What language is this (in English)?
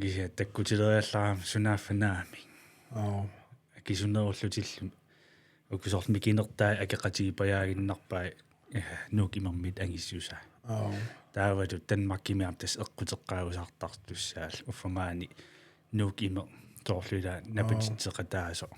Kalaallisut